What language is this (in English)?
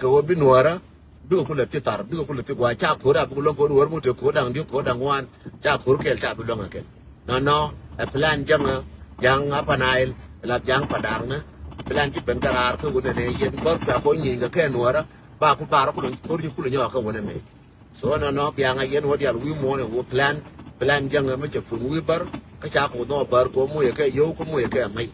Nuer